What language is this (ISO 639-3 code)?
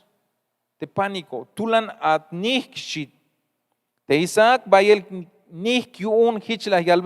tzh